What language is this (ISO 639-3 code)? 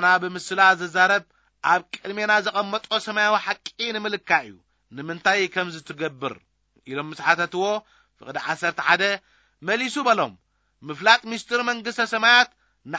tir